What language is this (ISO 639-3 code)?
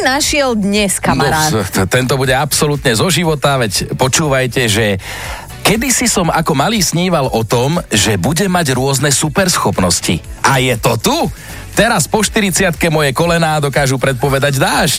slk